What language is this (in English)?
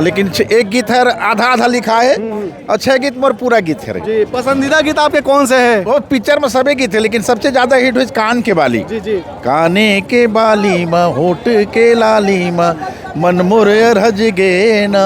Chhattisgarhi